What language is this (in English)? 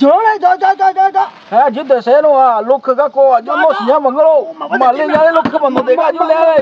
Akha